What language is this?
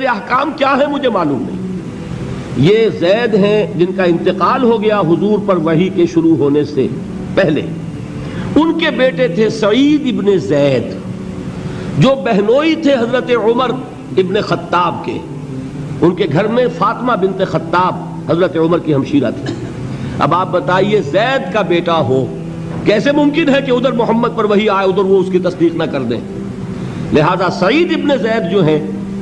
Urdu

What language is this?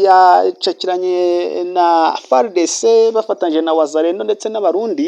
Kinyarwanda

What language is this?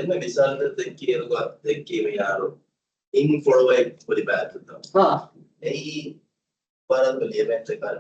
Divehi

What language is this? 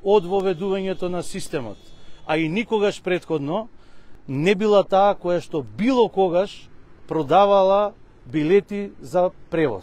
Macedonian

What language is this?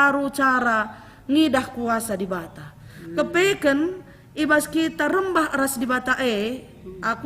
Batak Karo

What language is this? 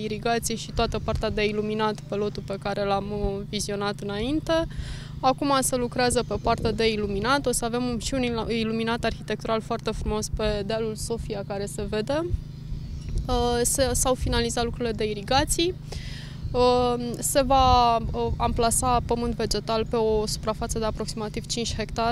Romanian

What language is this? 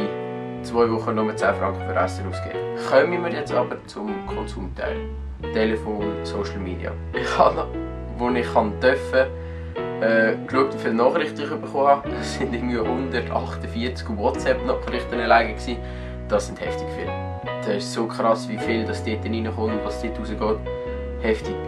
Swiss German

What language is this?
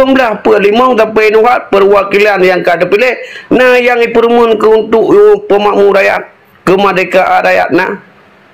Achinese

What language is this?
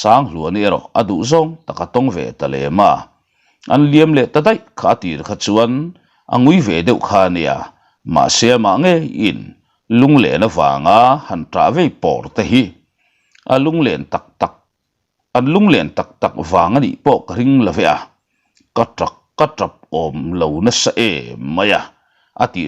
Mizo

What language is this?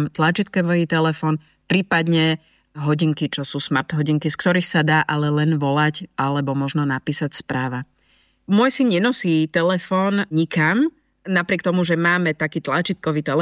Slovak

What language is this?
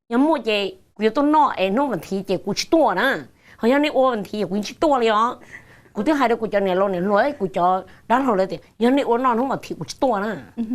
Hmong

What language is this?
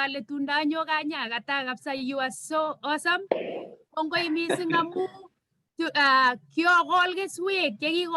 Kalenjin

